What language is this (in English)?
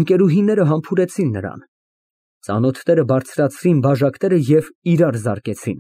Armenian